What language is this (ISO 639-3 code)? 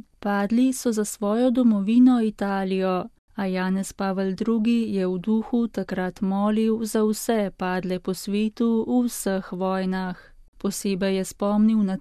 slv